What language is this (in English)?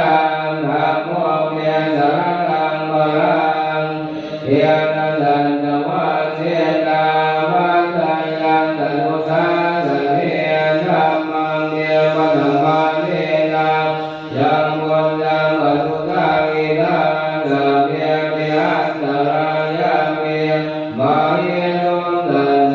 Pali